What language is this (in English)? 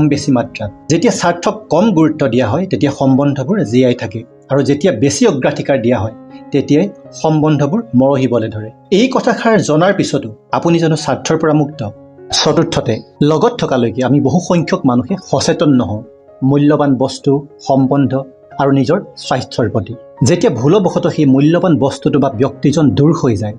Assamese